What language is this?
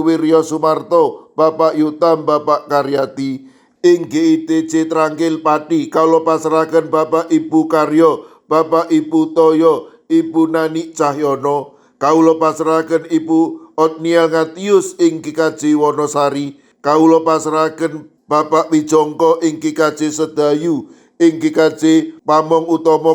Javanese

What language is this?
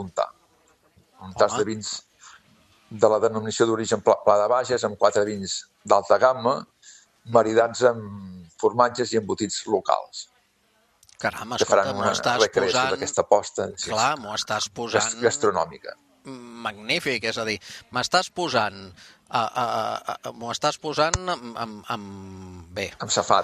Catalan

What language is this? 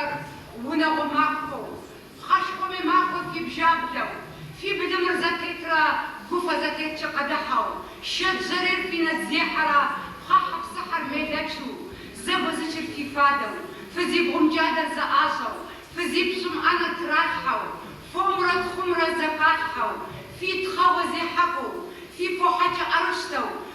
Kabardian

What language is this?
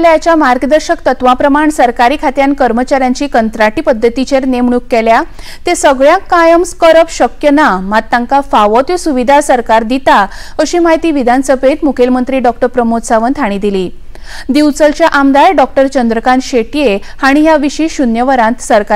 Konkani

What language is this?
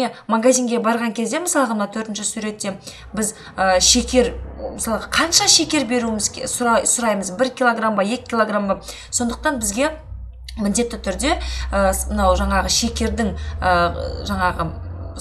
Kazakh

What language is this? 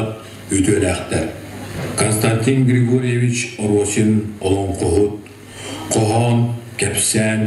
Yakut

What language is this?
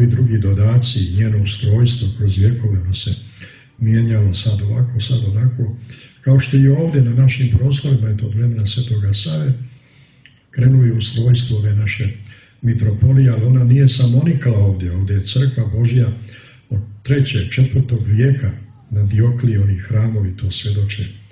Serbian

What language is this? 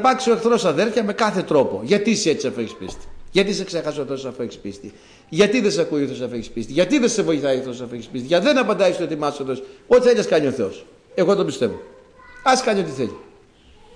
Greek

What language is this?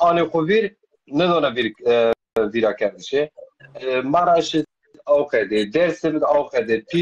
Zaza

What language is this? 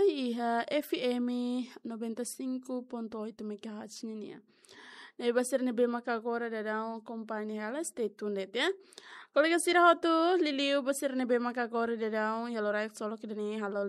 Tetum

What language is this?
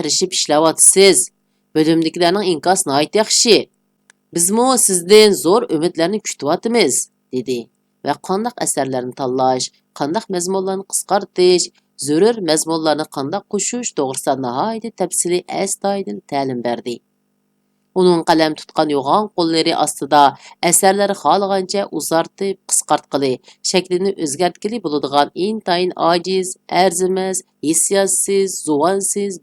Uyghur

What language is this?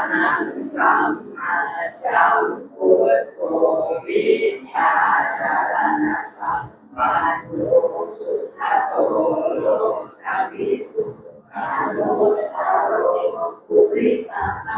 Pali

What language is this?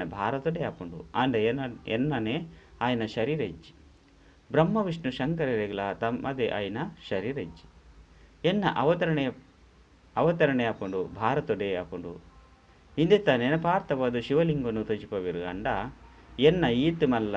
Tulu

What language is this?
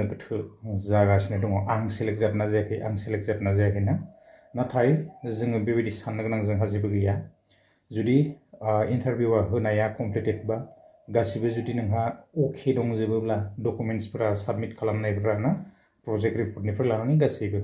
Bodo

